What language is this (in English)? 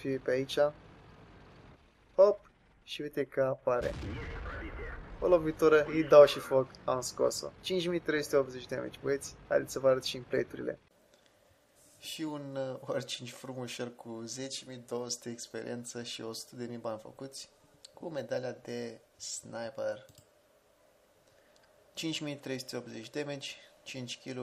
Romanian